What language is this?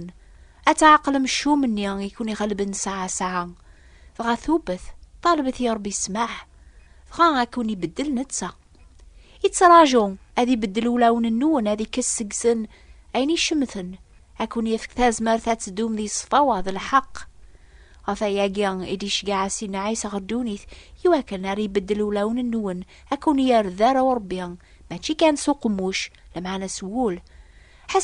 Kabyle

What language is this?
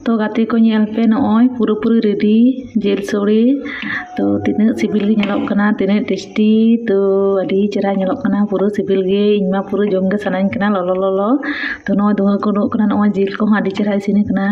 Santali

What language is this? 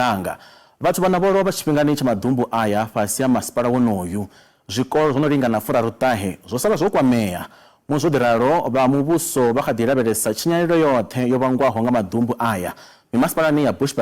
Venda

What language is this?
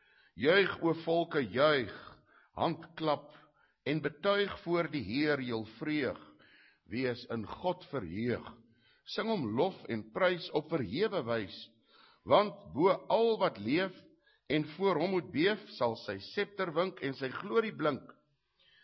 Afrikaans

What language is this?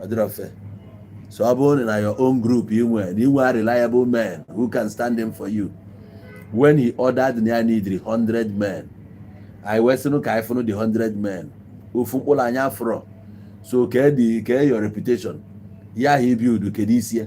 Igbo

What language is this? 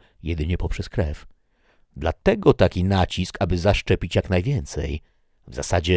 Polish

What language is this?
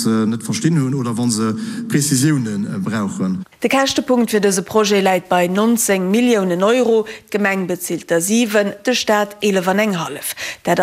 Luxembourgish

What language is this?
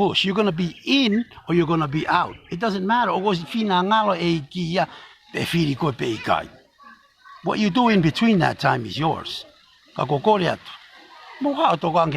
Tongan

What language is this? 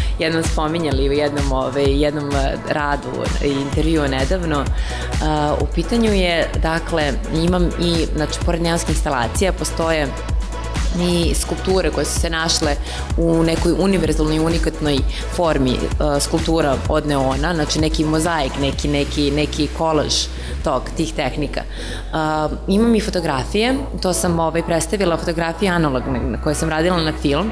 Serbian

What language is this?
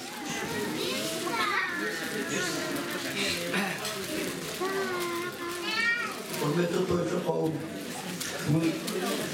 Kazakh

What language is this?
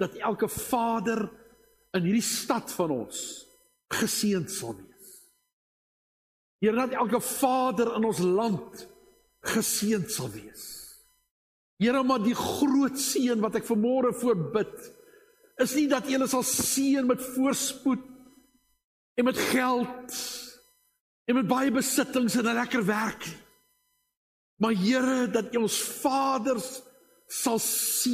Afrikaans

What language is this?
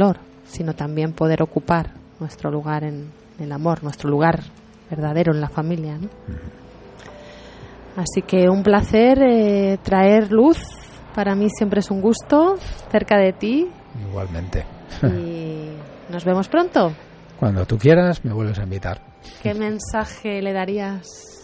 Spanish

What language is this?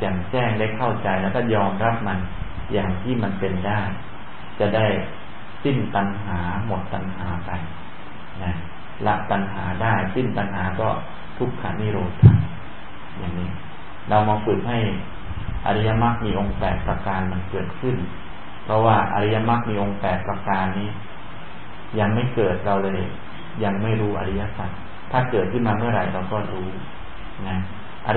Thai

